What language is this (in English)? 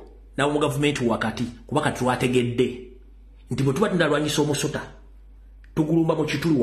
Ganda